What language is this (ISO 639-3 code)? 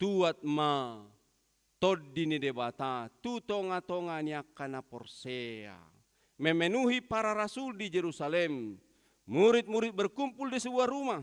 bbc